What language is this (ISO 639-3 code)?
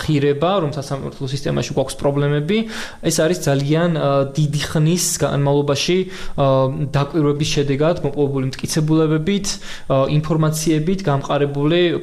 kat